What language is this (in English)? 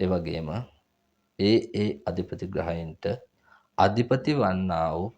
Sinhala